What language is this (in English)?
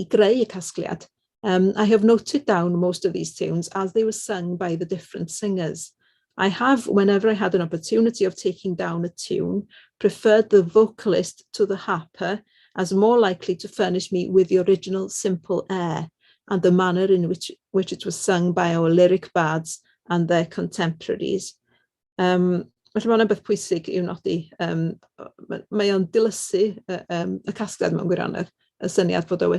Welsh